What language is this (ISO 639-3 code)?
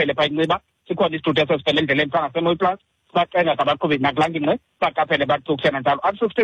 xho